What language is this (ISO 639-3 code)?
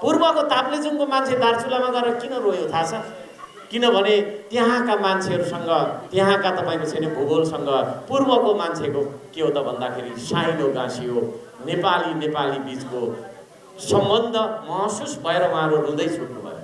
nep